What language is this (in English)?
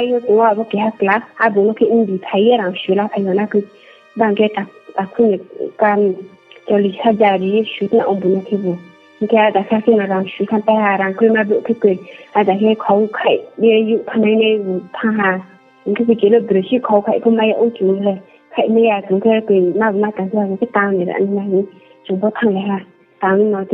Riang (India)